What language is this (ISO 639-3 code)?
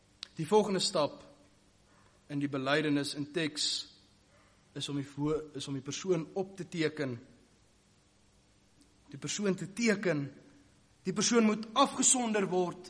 afr